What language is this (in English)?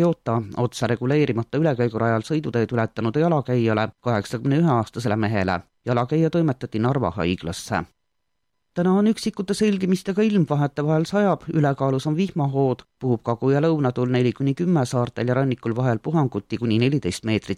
Estonian